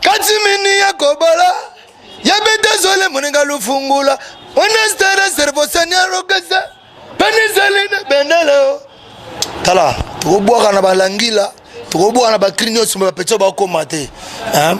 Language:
Lingala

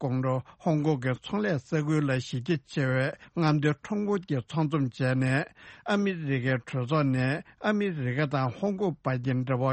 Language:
Tibetan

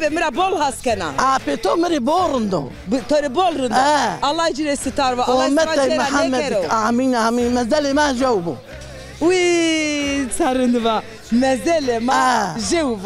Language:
Zaza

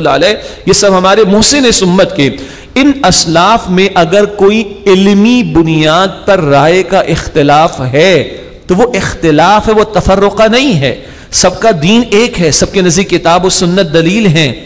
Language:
Urdu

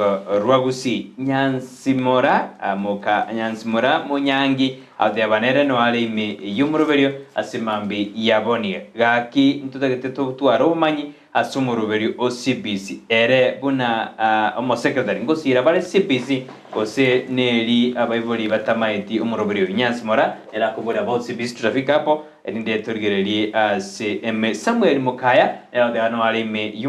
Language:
Gusii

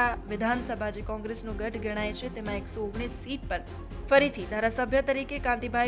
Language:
Gujarati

